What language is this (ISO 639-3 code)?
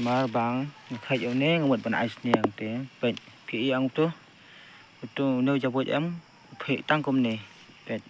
kha